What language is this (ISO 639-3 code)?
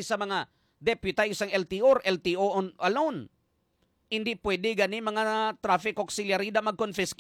hil